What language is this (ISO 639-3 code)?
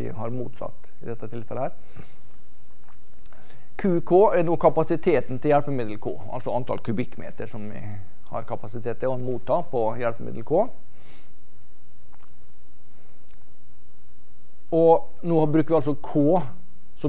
nor